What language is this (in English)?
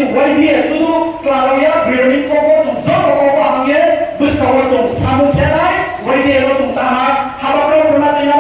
Riang (India)